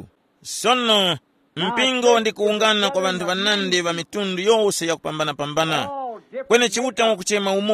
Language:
Tumbuka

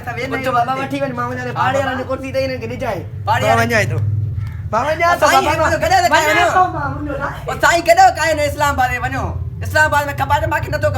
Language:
Sindhi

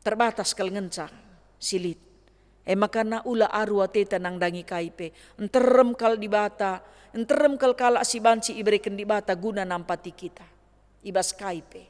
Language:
Batak Karo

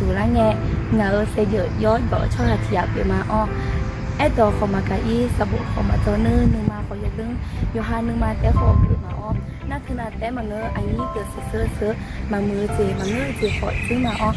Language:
Akha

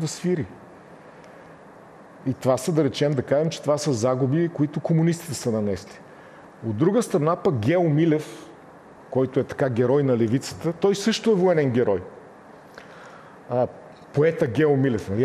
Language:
Bulgarian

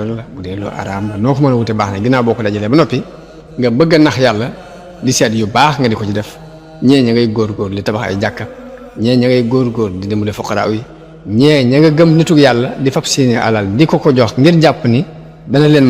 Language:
Wolof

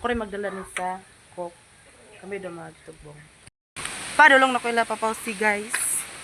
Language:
Cebuano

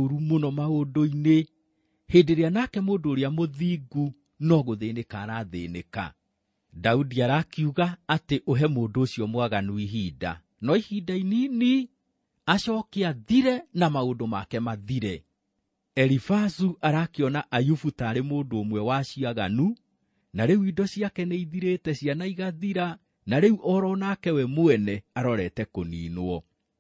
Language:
Kikuyu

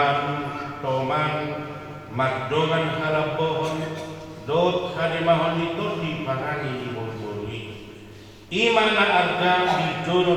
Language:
Batak Toba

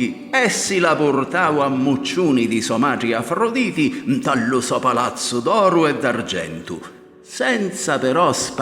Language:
Sicilian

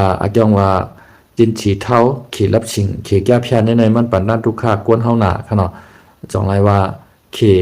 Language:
Shan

